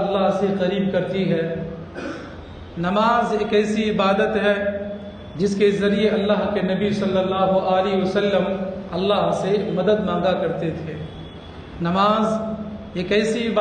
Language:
Urdu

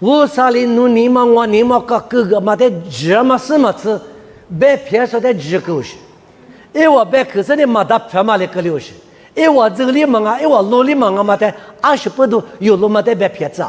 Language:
Lisu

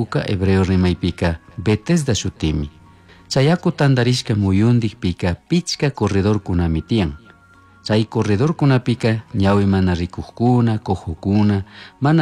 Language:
Chimborazo Highland Quichua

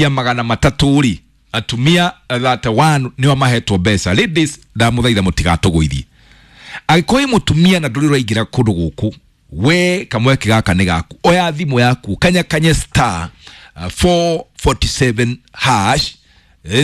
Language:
Kikuyu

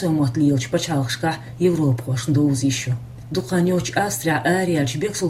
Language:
Chechen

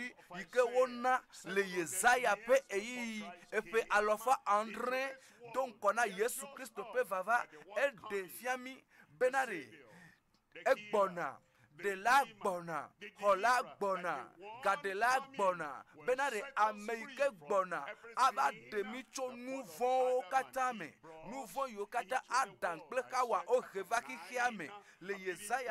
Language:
Ewe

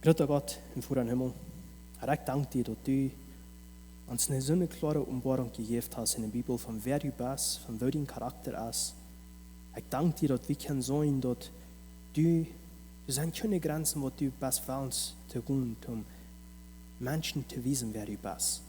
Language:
Plautdietsch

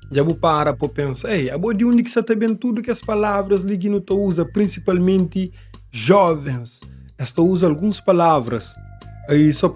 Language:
Kabuverdianu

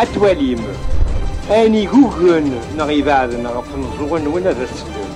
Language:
Kabyle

